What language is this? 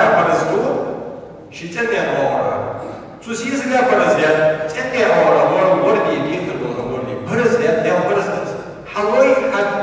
Ingush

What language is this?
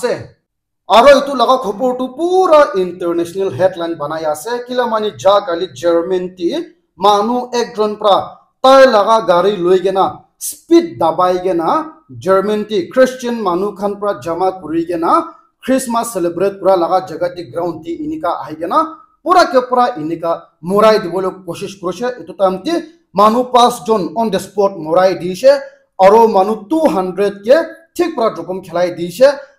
Naga Pidgin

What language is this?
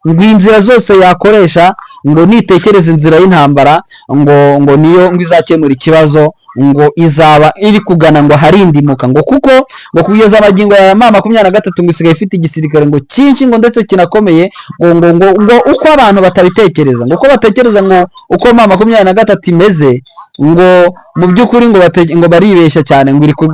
Kinyarwanda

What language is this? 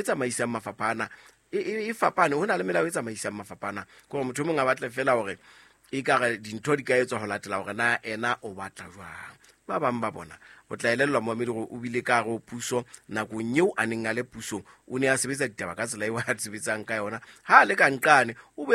Southern Sotho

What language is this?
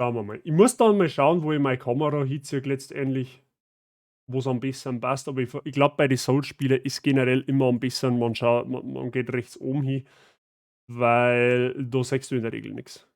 Bavarian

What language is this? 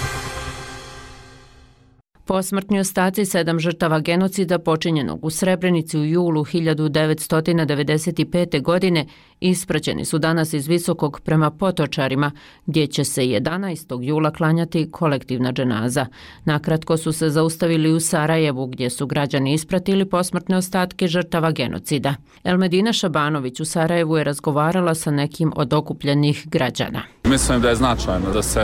Bosnian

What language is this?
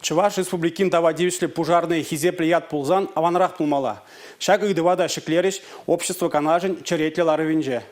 Chuvash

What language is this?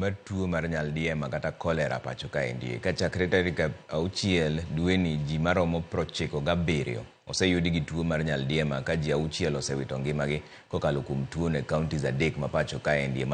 Luo (Kenya and Tanzania)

